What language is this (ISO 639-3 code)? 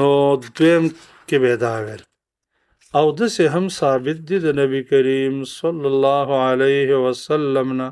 pus